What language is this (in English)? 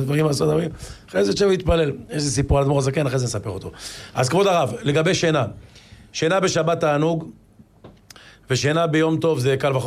Hebrew